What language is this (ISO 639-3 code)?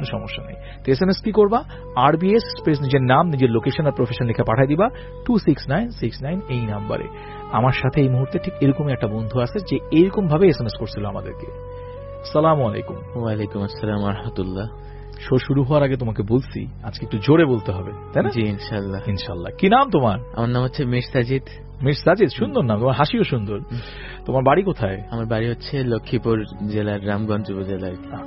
ben